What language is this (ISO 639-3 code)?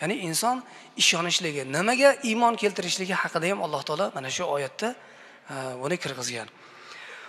uzb